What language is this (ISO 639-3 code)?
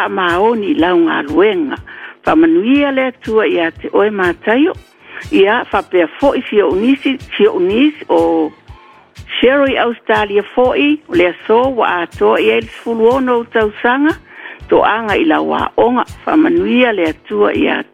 smo